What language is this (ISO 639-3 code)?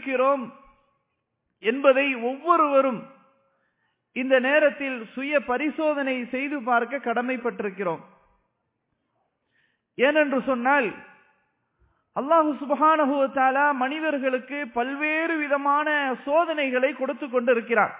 tam